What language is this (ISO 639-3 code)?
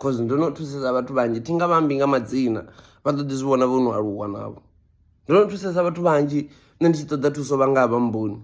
ven